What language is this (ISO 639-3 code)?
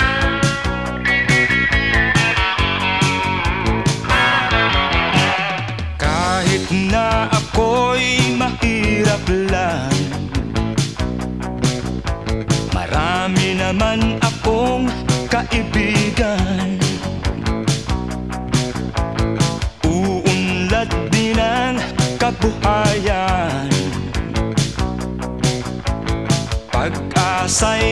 fil